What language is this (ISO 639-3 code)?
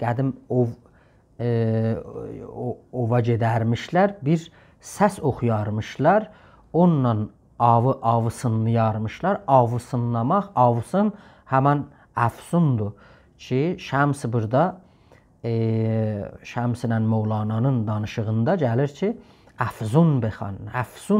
azb